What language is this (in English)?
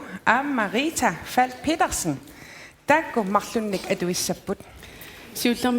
Kalaallisut